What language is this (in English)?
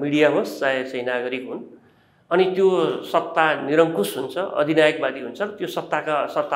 Nepali